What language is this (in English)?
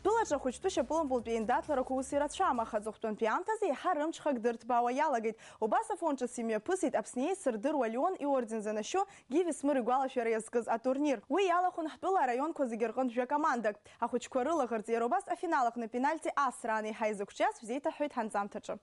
Abkhazian